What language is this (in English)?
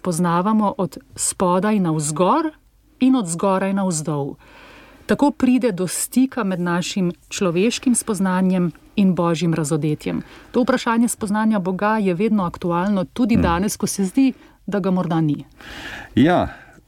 Slovenian